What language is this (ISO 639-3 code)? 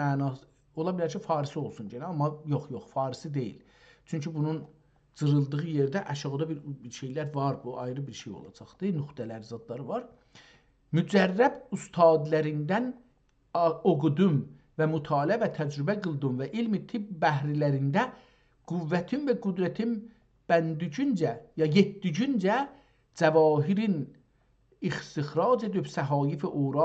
azb